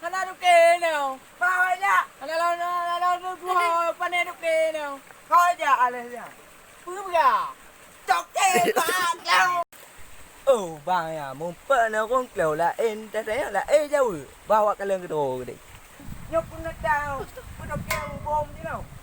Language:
Achinese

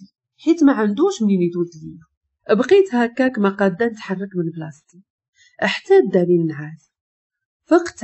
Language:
Moroccan Arabic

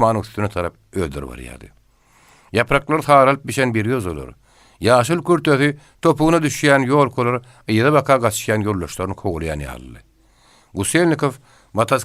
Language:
Turkmen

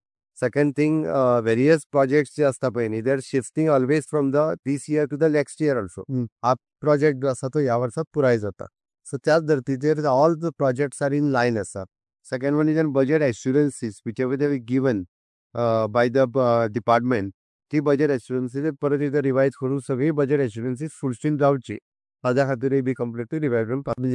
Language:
Konkani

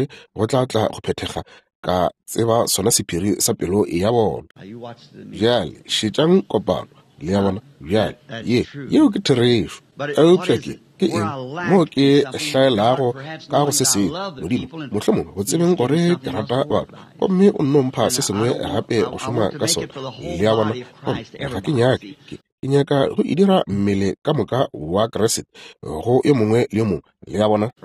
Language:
Northern Sotho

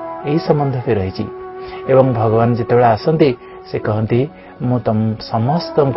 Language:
Odia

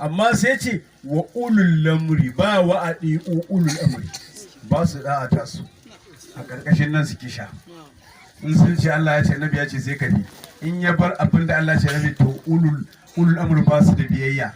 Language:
Hausa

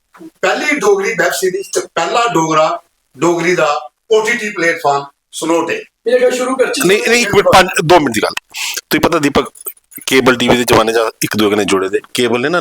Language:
Dogri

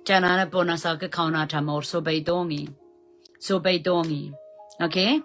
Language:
Pohnpeian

